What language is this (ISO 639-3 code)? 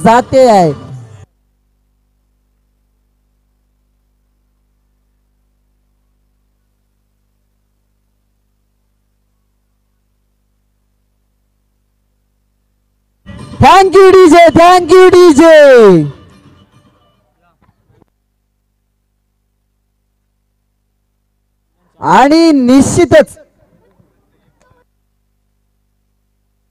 mar